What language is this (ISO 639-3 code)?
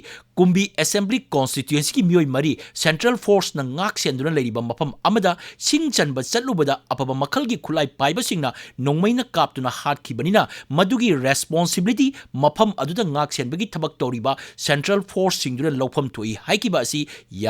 mni